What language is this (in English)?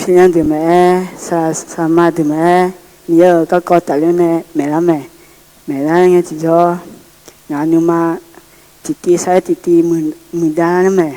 Akha